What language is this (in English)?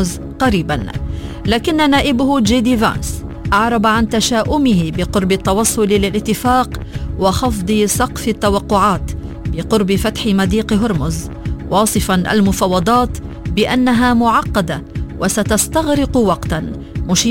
Arabic